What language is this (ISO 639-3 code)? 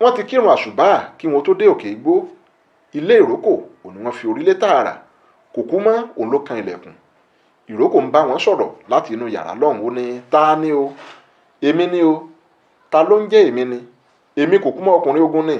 yor